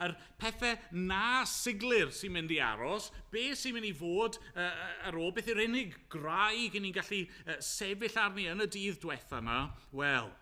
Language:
Welsh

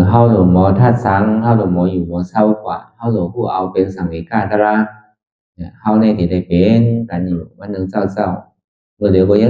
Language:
Shan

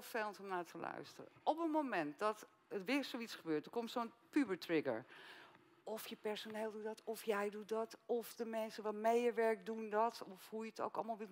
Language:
Dutch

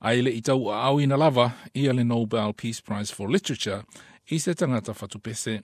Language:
Samoan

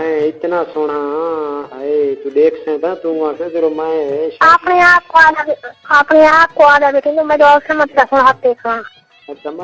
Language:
Saraiki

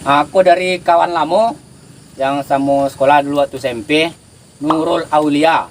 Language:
Minangkabau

